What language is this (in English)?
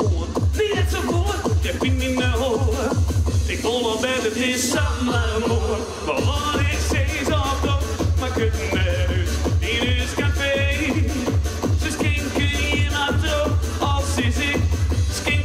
Western Frisian